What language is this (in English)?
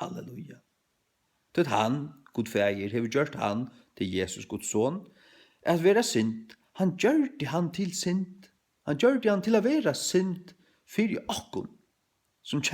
Faroese